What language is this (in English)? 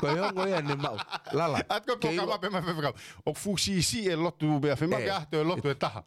Tongan